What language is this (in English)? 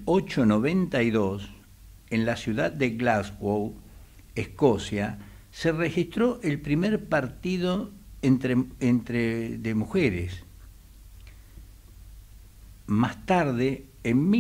Spanish